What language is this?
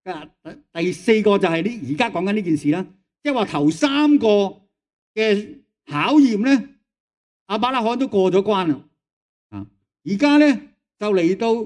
Cantonese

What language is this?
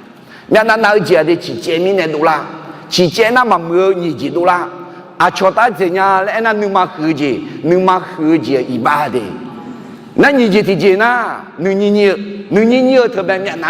Akha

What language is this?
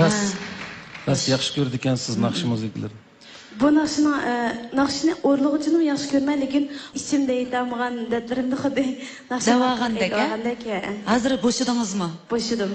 Uyghur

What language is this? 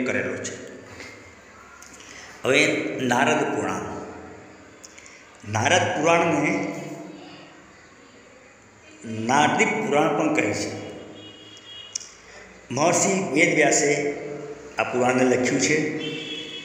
Gujarati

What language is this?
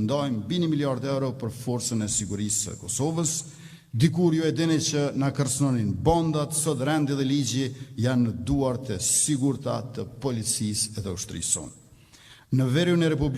Albanian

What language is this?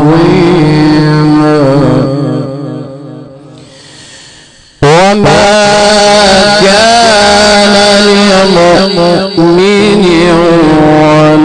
Arabic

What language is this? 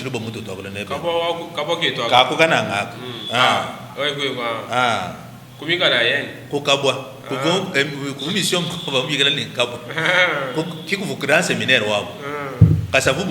Luba-Lulua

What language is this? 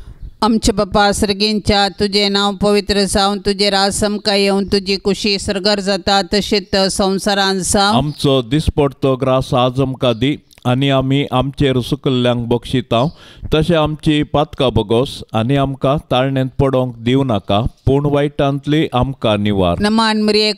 Konkani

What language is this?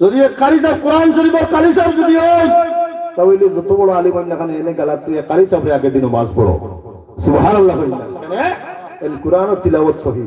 Sylheti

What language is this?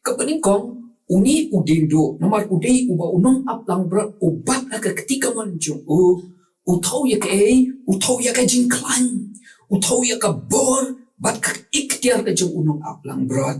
Khasi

